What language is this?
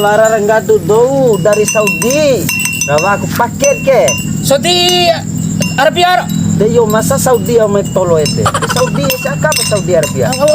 Bima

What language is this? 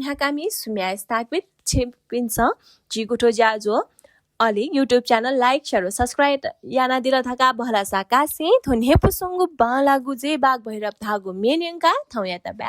Newari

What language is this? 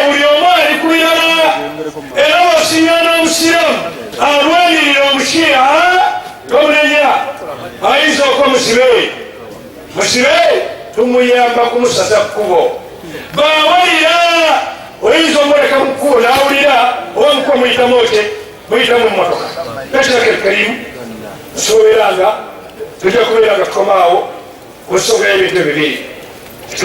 Ganda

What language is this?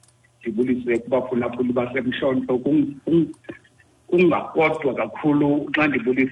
Xhosa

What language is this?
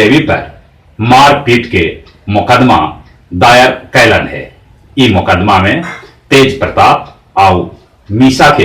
Magahi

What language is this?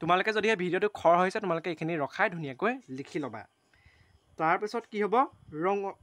Assamese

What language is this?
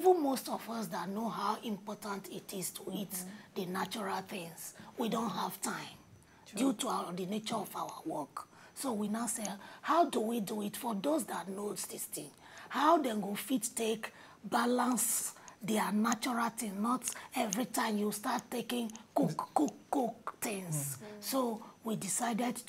Nigerian Pidgin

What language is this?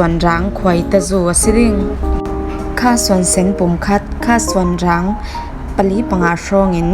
Falam Chin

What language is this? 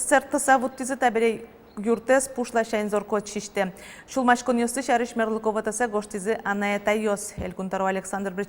Udmurt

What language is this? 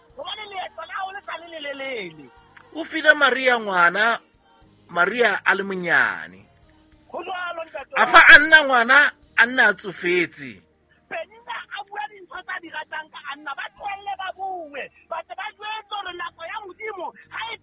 Southern Sotho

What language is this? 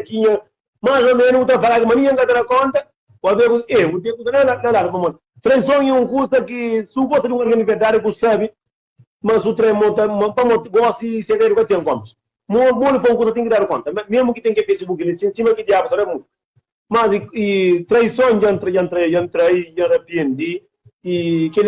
Kabuverdianu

